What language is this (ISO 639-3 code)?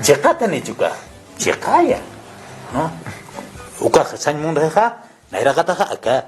aym